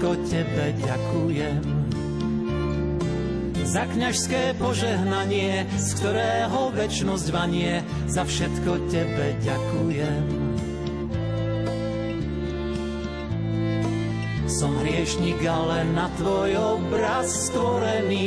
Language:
Slovak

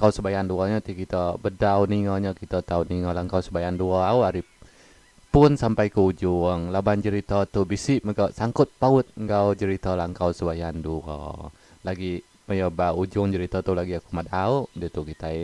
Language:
Iban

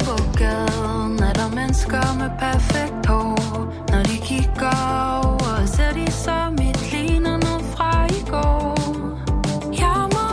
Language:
Danish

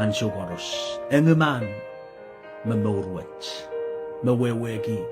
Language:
Pohnpeian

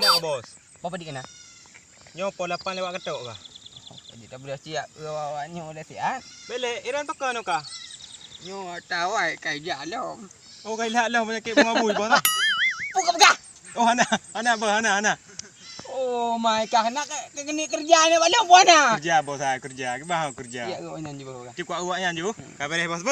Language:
Achinese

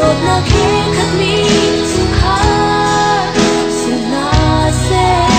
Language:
Hakha Chin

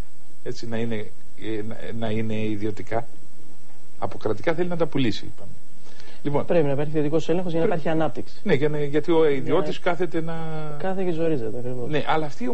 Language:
Greek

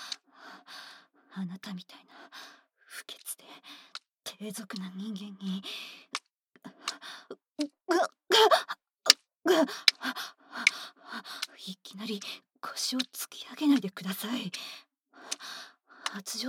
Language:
Japanese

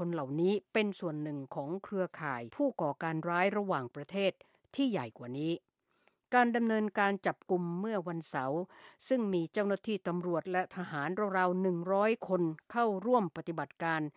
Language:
Thai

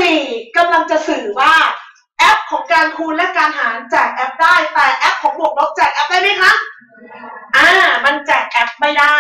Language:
Thai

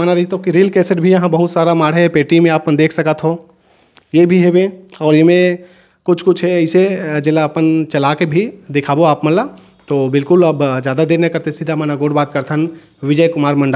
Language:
Chhattisgarhi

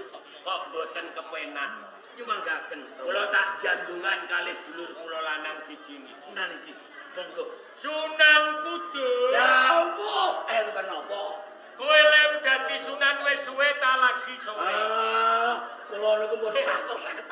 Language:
Javanese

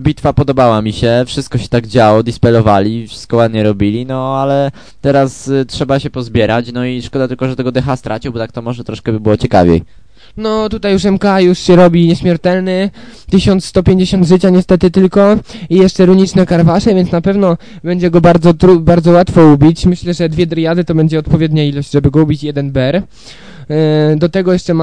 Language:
Polish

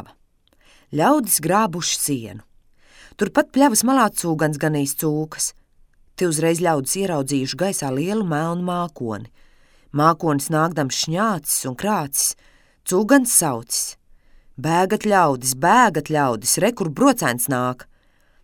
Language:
Latvian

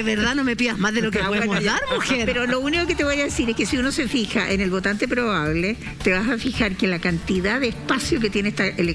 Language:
Spanish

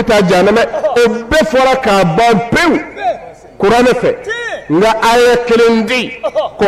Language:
Bambara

